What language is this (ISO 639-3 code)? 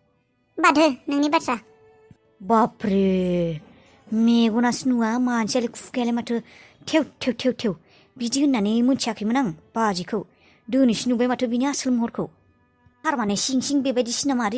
brx